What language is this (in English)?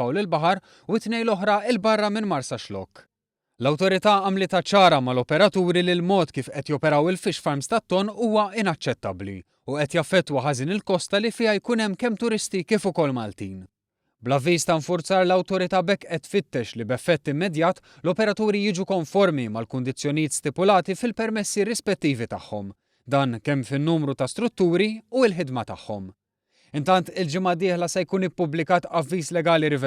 Maltese